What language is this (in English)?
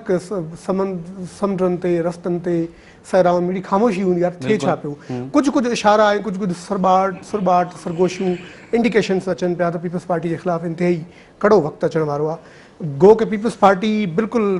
Sindhi